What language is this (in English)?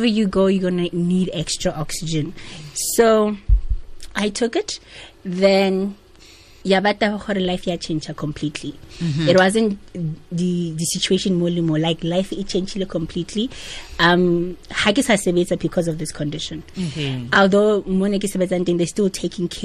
Tswana